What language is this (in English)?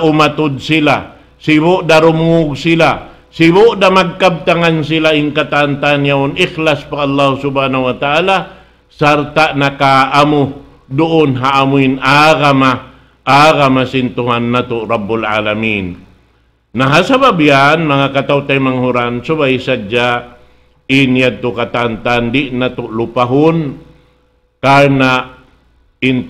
Tausug